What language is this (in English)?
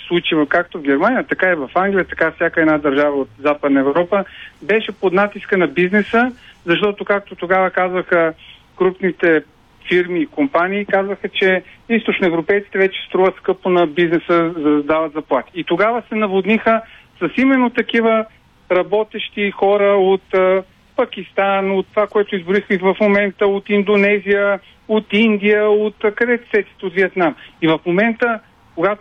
Bulgarian